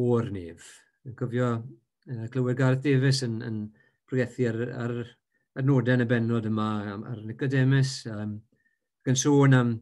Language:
Welsh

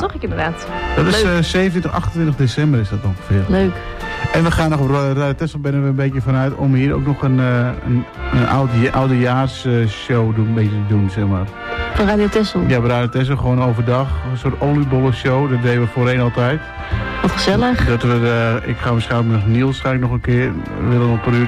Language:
Dutch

